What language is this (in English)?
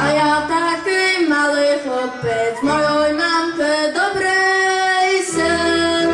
Rusyn